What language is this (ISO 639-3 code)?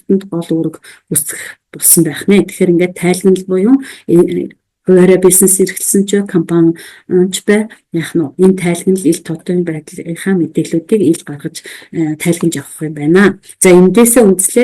mon